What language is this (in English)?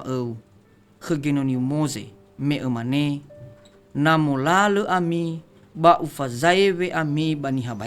Nias